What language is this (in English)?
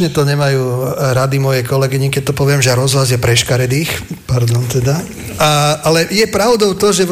Slovak